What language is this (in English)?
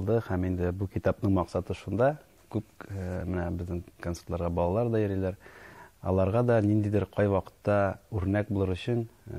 Tatar